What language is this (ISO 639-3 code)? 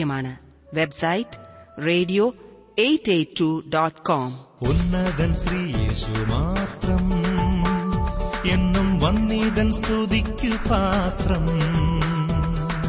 mal